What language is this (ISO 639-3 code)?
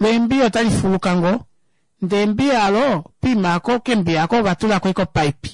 kua